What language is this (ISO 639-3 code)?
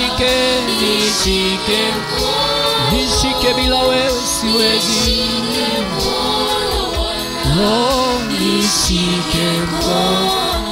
swa